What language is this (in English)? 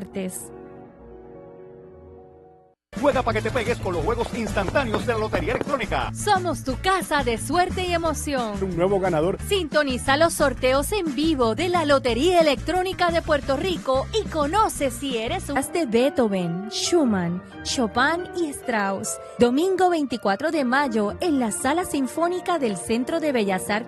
Spanish